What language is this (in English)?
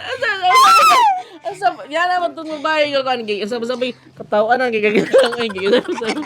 Cebuano